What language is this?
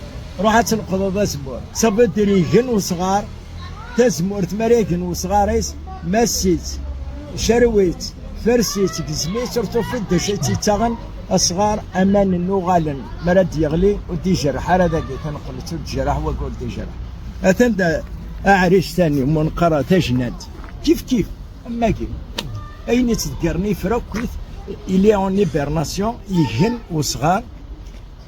Kabyle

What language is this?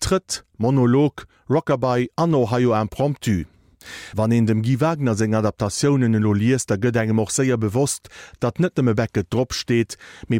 Luxembourgish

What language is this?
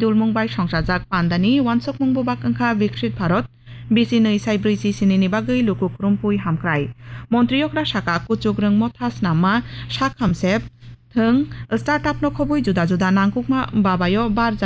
Kok Borok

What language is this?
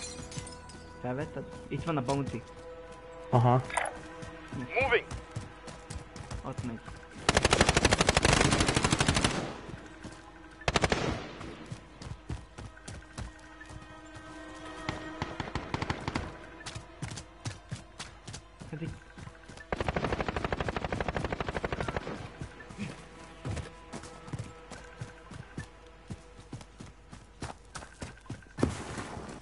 Hungarian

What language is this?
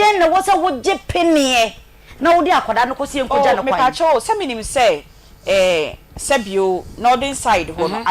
Akan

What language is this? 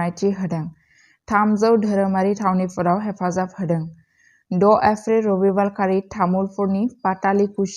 Bodo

